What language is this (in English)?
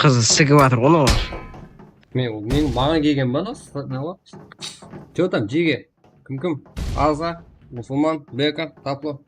Kara-Kalpak